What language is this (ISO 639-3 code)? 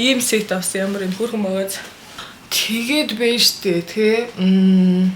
mon